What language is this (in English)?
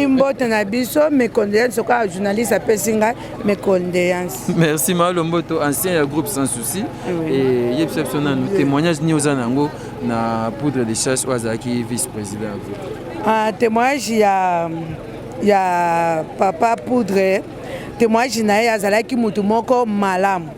Lingala